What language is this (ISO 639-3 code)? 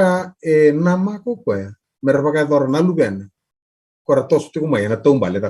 fij